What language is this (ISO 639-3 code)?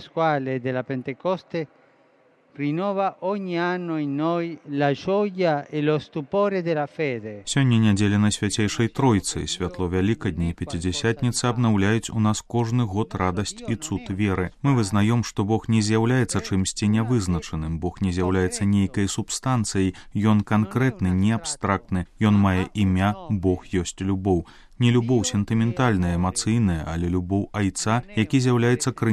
bel